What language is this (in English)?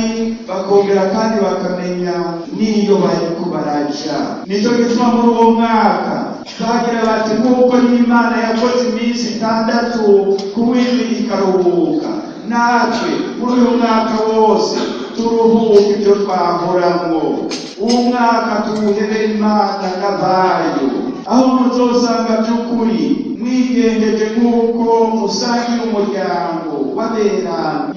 Rundi